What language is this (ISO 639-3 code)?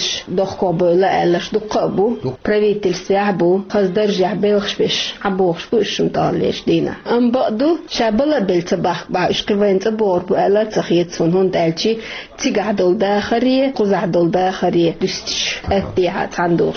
che